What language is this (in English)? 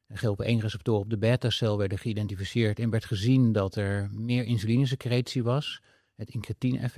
Dutch